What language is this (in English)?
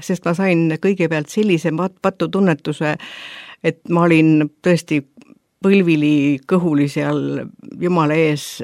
Estonian